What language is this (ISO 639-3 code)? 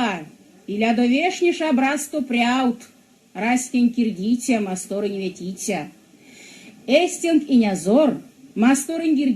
myv